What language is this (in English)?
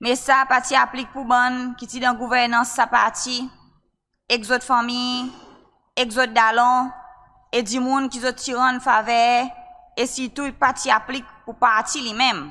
Seselwa Creole French